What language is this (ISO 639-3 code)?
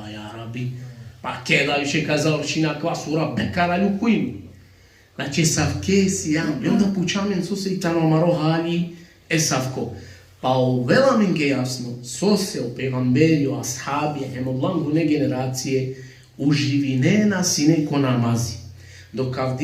rmn